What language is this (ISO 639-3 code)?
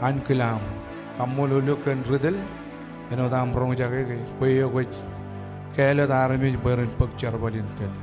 mah